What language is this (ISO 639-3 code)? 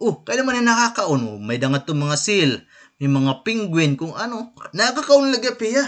war